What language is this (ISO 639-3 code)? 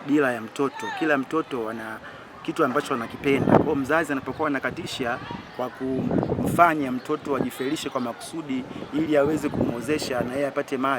swa